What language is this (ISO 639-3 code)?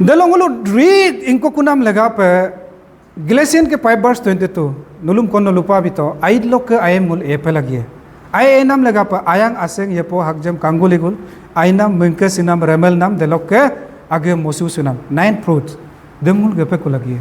adi